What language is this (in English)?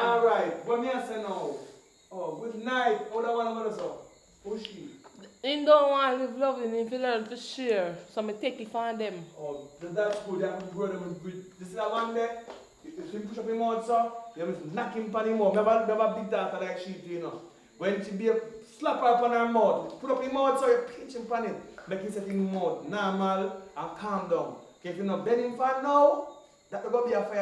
Jamaican Creole English